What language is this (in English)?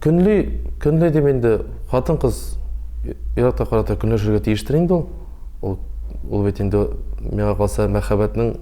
Tatar